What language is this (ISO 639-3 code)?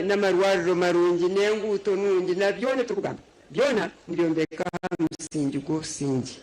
nyn